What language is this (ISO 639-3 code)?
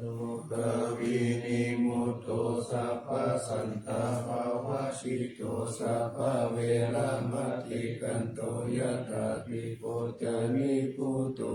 pli